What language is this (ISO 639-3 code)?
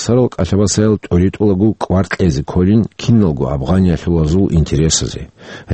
ava